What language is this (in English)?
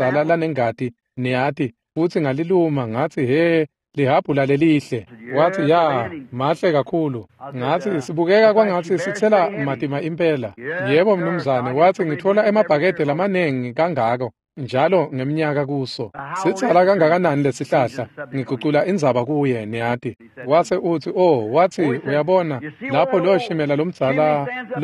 Swati